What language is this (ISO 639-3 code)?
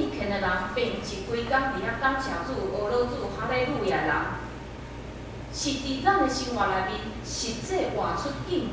nan